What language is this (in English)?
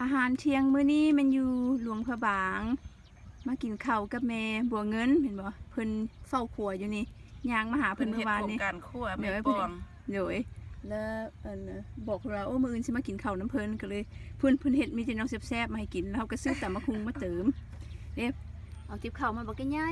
Lao